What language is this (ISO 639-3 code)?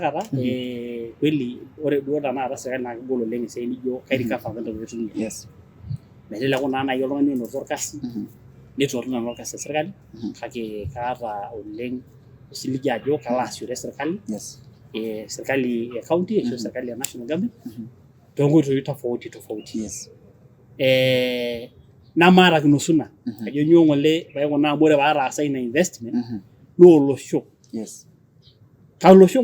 mas